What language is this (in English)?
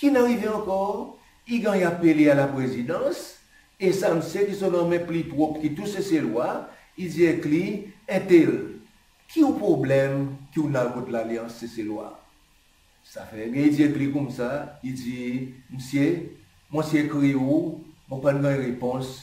Seselwa Creole French